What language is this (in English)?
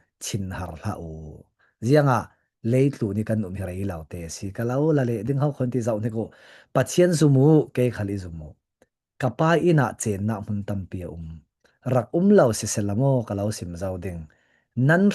Falam Chin